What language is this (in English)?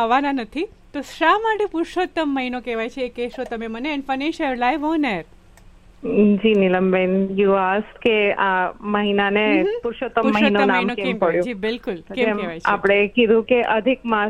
Gujarati